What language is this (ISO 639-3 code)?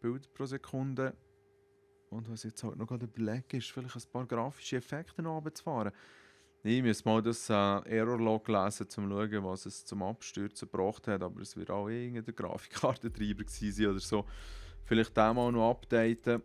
gsw